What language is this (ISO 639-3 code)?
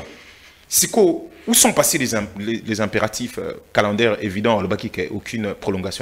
fra